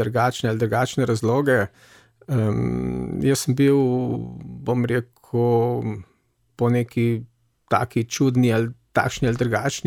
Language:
Slovenian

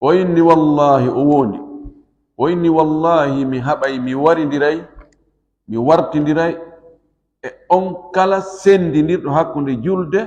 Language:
Fula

